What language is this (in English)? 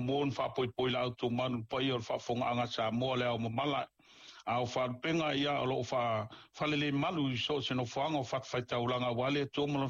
Samoan